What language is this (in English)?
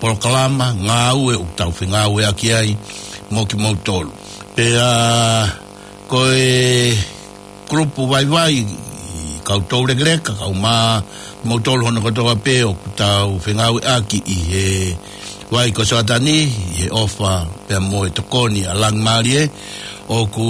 Tongan